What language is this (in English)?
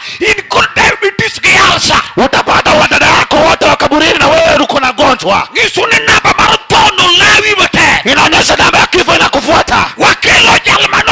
Luo (Kenya and Tanzania)